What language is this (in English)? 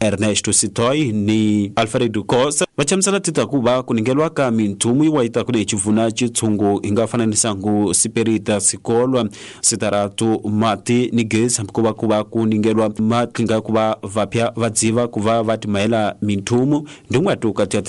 Tsonga